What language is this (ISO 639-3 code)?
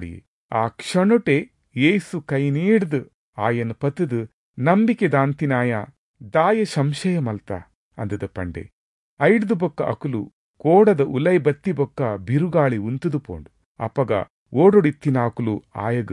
tcy